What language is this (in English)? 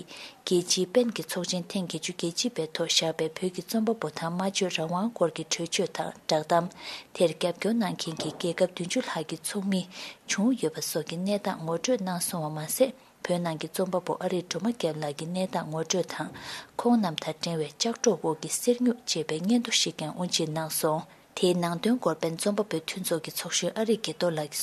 Tibetan